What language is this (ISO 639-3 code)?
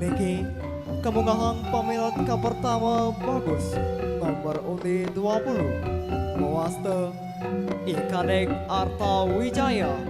ban